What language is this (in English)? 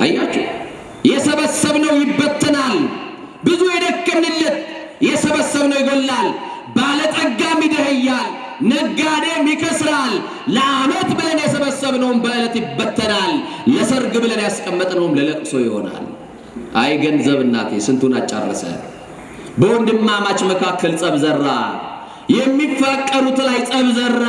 Amharic